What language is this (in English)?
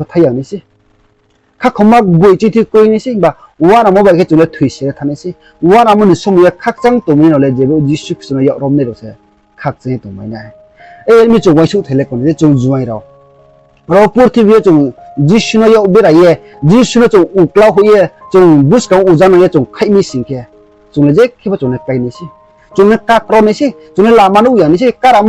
Riang (India)